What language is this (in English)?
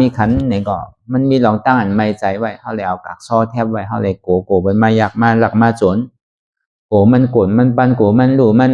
Shan